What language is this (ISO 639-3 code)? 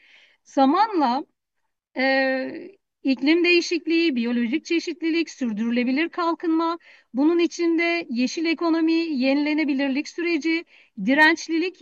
tur